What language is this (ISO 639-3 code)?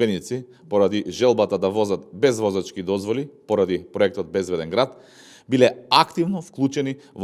mkd